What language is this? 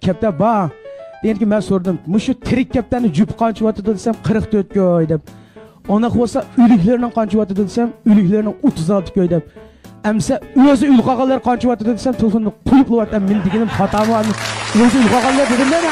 Uyghur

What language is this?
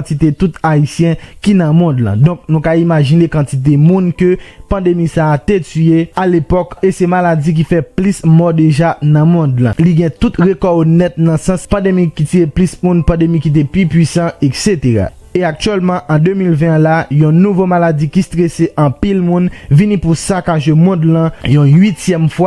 Haitian Creole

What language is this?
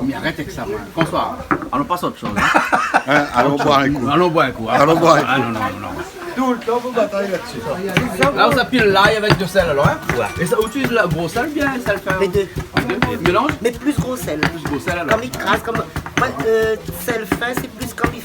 Réunion Creole French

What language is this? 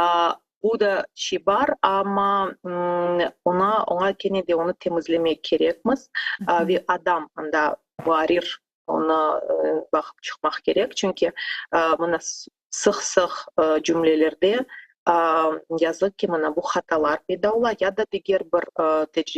Crimean Tatar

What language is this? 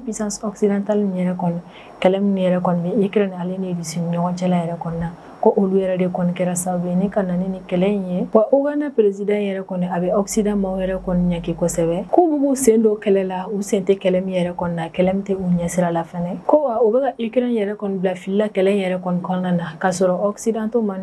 Bambara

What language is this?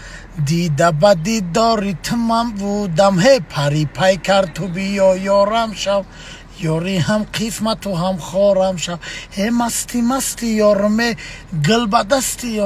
Tajik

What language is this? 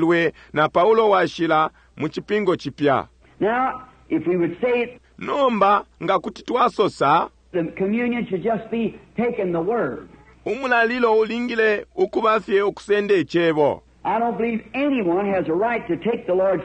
Bemba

